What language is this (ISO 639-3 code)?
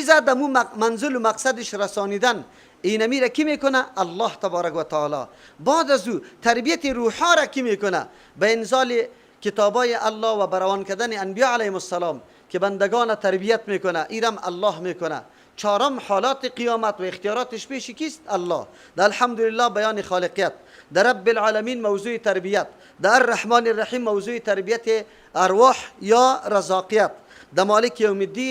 fas